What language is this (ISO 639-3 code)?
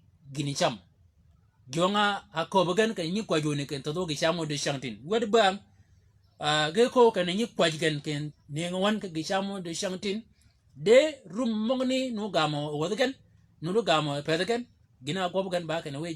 shk